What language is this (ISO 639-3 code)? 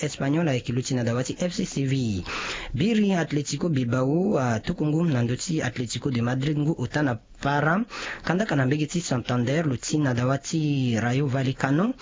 sag